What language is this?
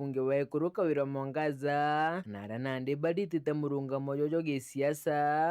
Meru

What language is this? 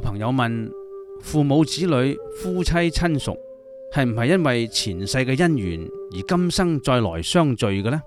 Cantonese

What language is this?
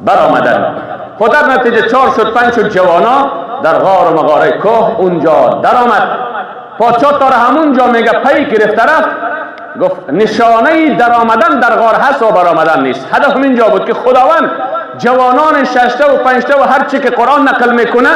Persian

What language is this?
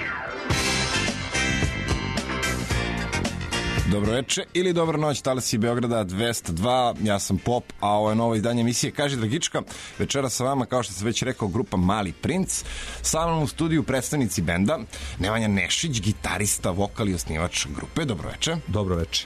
Serbian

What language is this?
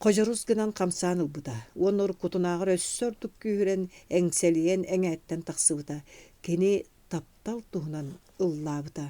Yakut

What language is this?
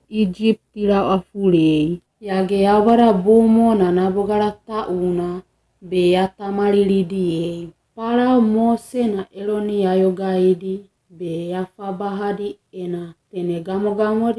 Wagawaga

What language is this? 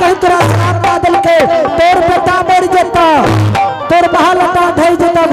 Angika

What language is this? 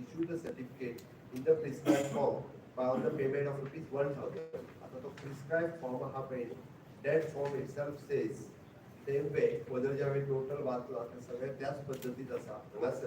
Konkani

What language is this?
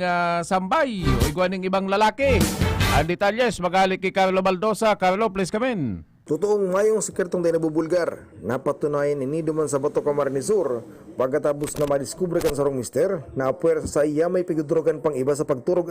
Bikol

